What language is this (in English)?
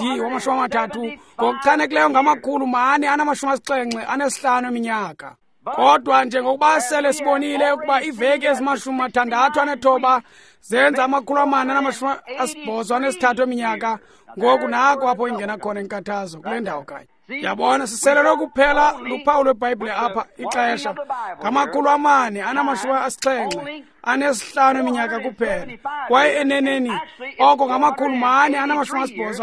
Xhosa